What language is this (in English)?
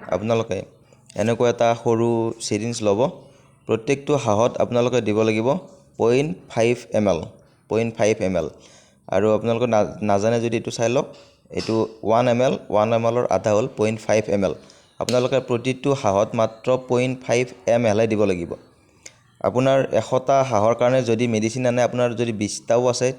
Assamese